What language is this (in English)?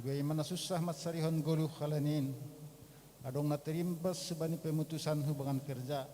Batak Simalungun